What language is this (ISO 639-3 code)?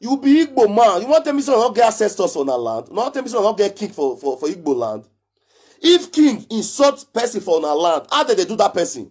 pcm